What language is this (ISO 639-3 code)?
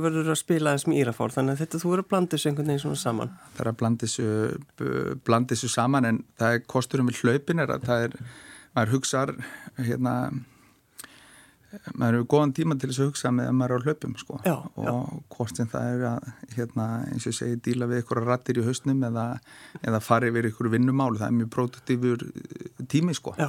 isl